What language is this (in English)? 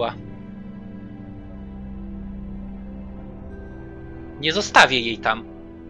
Polish